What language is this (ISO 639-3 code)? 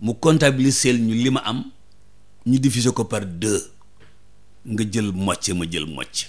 wol